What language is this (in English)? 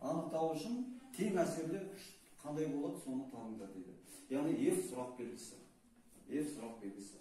Kazakh